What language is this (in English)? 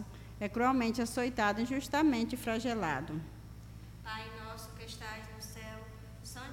Portuguese